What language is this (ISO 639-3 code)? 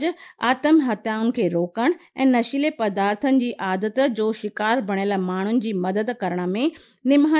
snd